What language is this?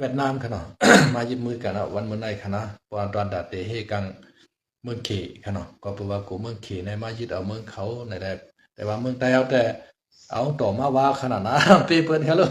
Shan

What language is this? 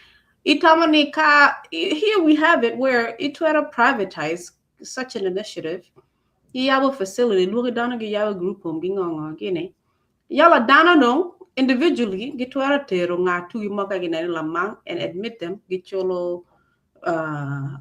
Acoli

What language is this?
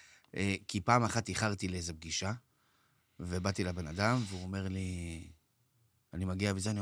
Hebrew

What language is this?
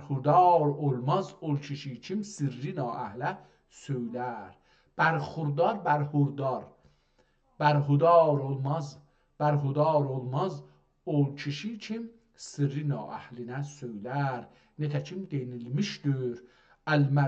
South Azerbaijani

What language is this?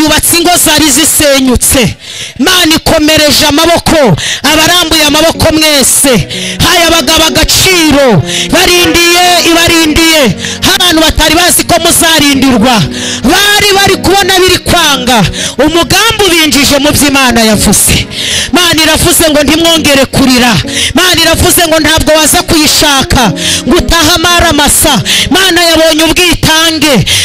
Kinyarwanda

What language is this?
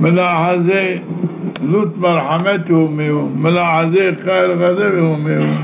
Zaza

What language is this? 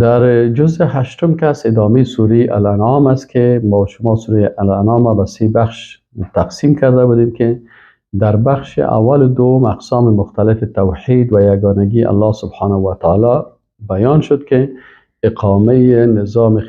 Persian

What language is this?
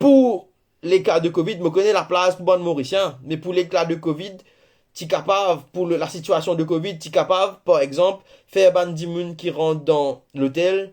Morisyen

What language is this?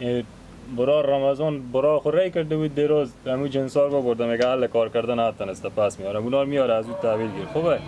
Persian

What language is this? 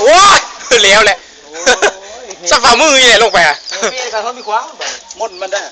Lao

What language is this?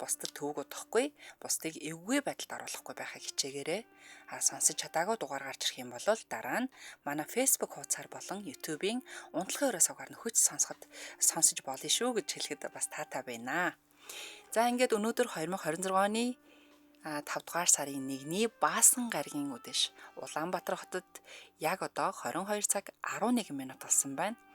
Mongolian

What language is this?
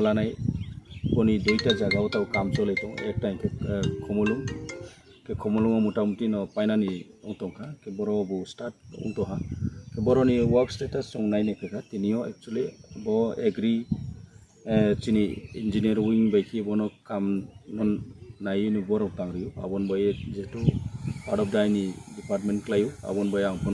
Kok Borok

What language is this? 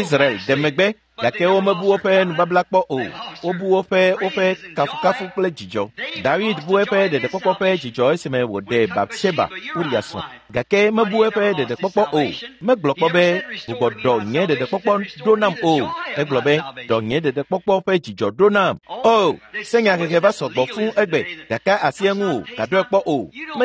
Ewe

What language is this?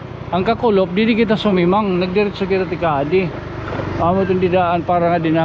Waray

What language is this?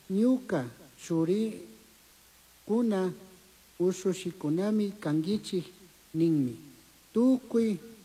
Chimborazo Highland Quichua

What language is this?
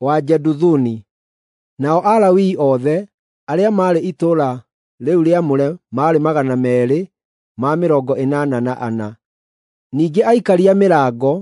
Kikuyu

